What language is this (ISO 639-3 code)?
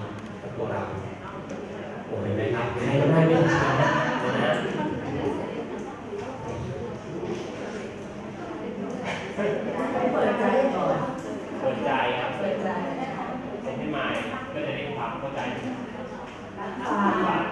tha